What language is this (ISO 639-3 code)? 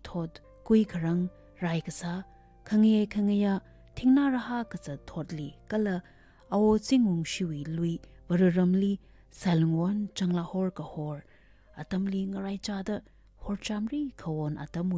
nmf